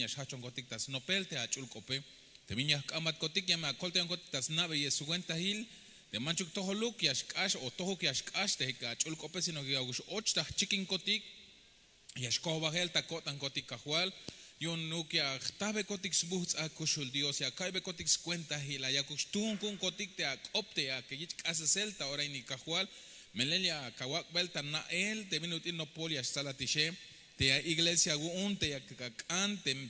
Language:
Tzeltal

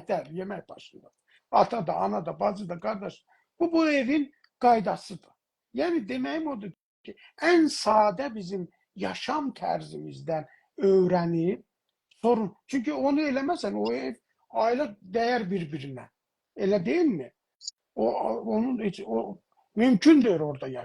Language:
South Azerbaijani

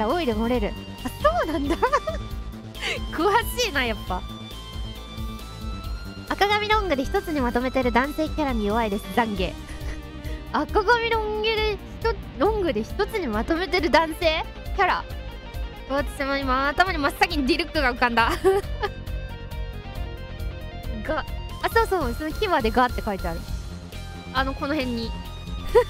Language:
Japanese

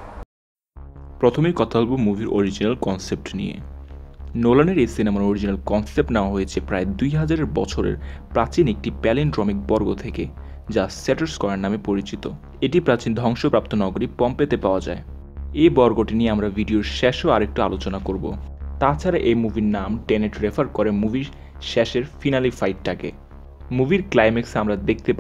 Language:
Bangla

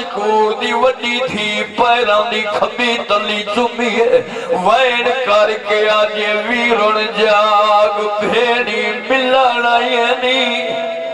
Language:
Saraiki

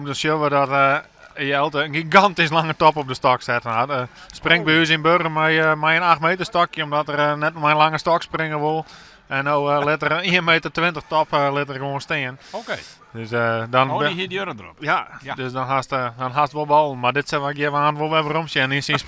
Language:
Western Frisian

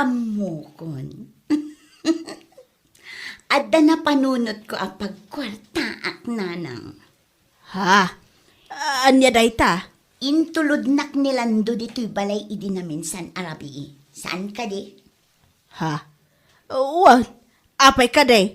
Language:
Iloko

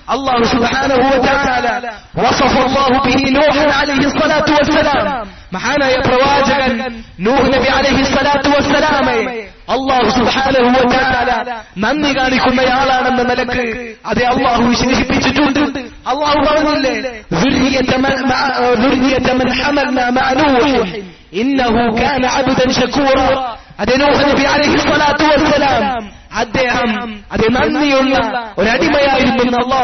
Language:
Malayalam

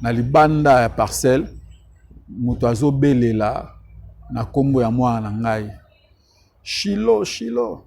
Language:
Lingala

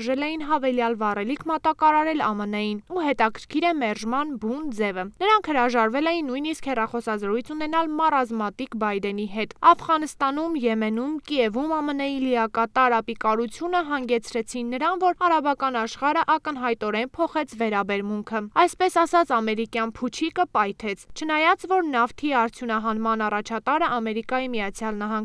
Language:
Armenian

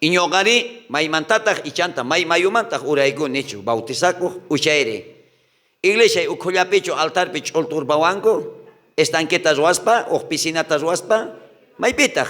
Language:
South Bolivian Quechua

